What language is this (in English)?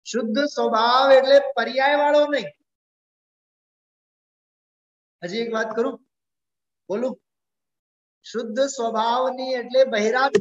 Gujarati